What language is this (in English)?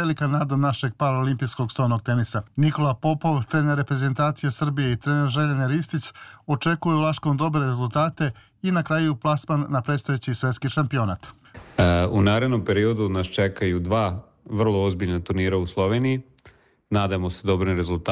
Serbian